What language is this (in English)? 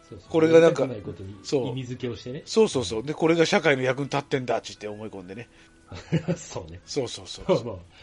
Japanese